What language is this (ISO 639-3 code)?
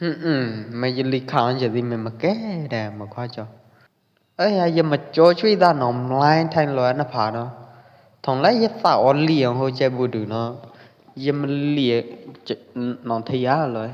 kjp